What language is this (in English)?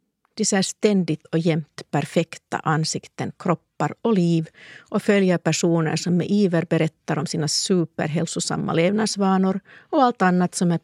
Swedish